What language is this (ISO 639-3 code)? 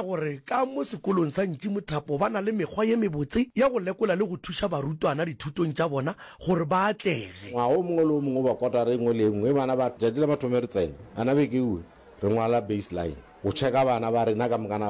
nso